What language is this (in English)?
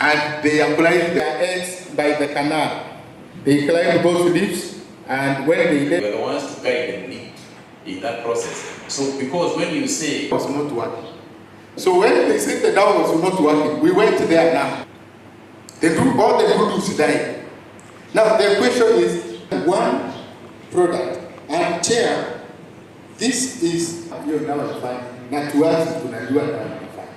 Gusii